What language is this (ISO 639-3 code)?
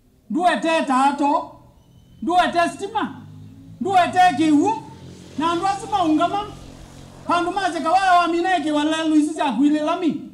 kam